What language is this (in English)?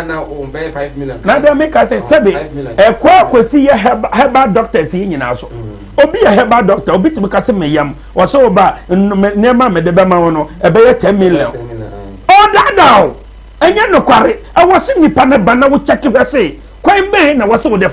Akan